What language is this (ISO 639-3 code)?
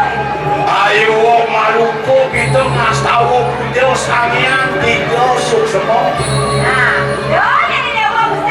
ban